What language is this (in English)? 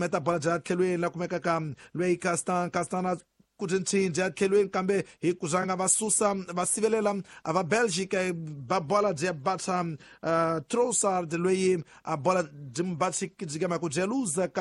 Tsonga